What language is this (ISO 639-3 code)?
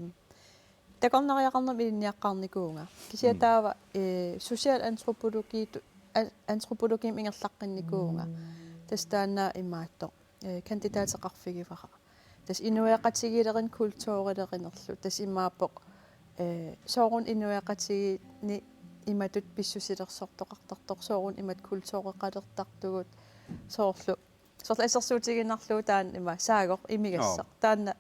kal